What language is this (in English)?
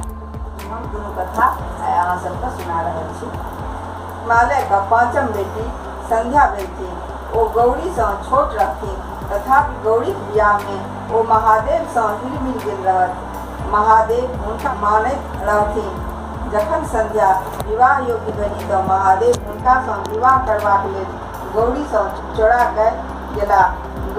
Maithili